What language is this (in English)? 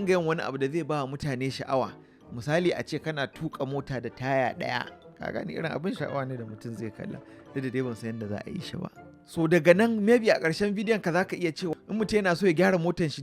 Hausa